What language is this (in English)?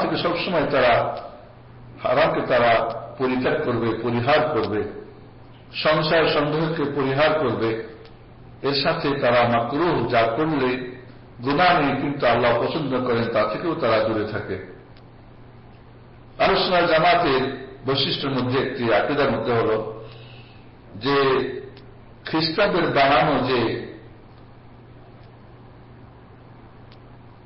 Bangla